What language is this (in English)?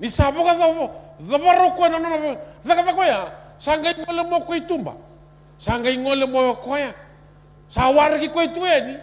Fijian